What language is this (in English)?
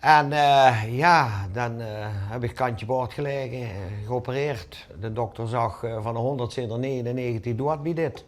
Limburgish